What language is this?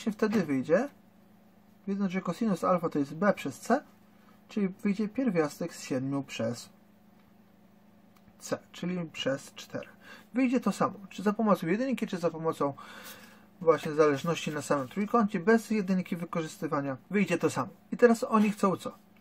Polish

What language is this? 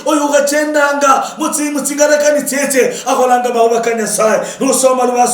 Luyia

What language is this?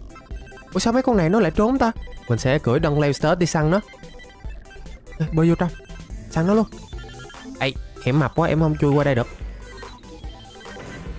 Vietnamese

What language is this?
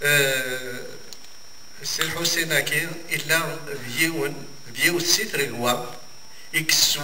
Kabyle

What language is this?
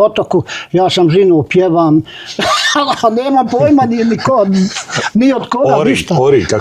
Bosnian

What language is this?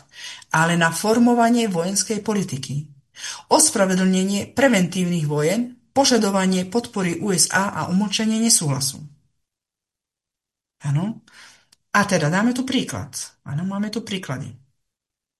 Slovak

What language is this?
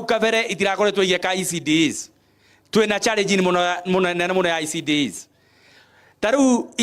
Kikuyu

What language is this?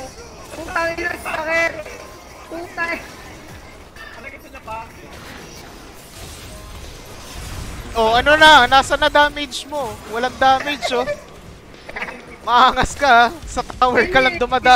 Filipino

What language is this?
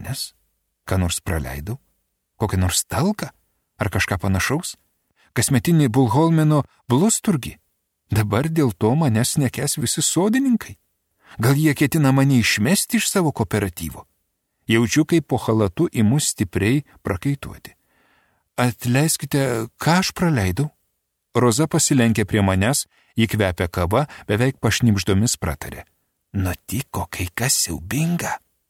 Lithuanian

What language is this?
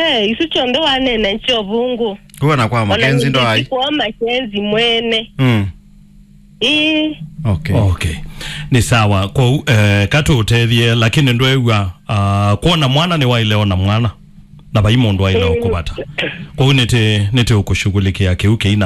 Kamba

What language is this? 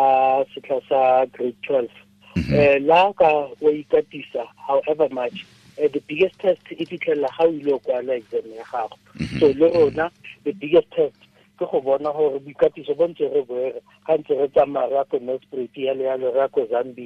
Tswana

